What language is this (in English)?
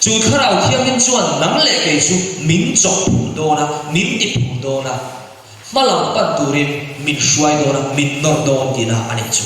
Mizo